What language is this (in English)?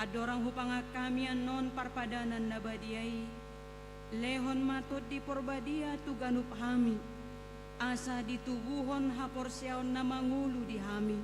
Batak Toba